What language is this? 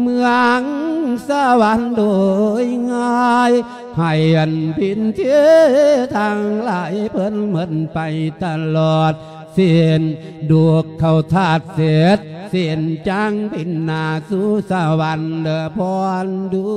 Lao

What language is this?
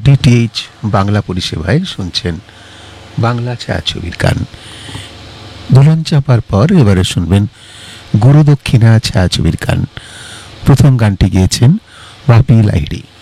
Bangla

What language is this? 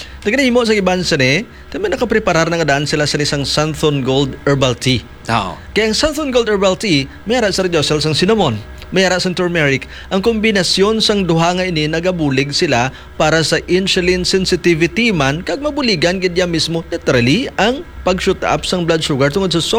Hiligaynon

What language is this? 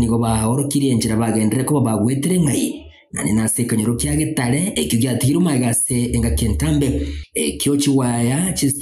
Gusii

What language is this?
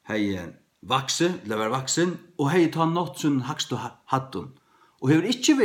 Faroese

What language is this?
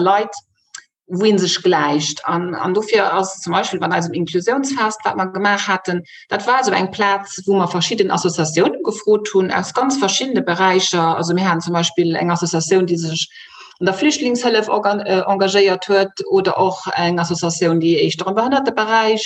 Luxembourgish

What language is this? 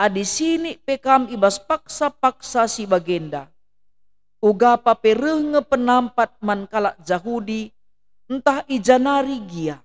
Batak Karo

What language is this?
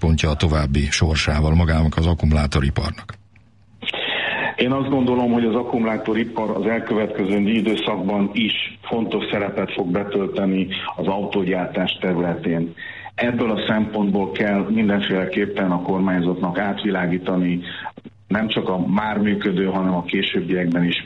Hungarian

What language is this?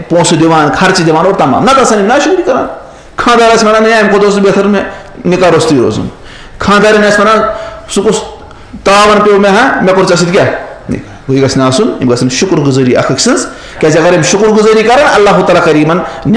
Kashmiri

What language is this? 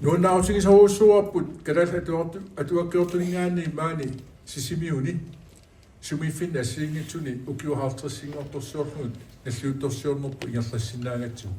Kalaallisut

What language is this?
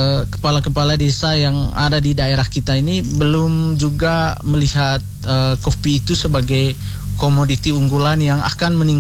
Indonesian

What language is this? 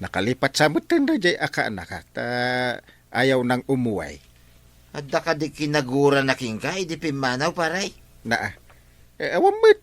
Iloko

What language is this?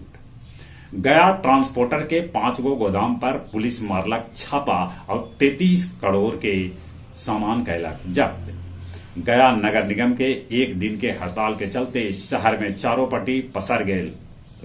Magahi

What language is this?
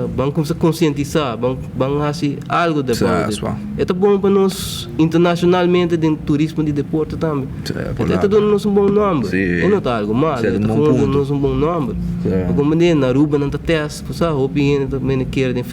Papiamento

